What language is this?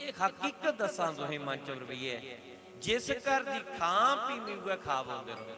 Dogri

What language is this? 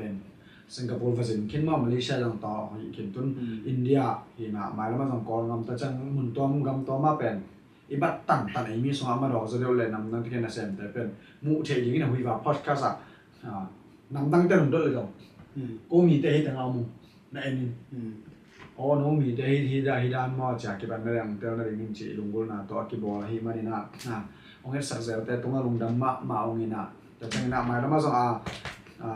Tedim Chin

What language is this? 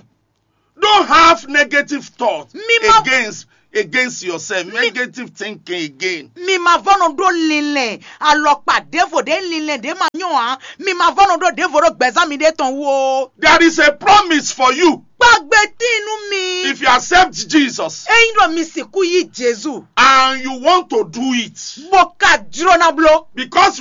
Fon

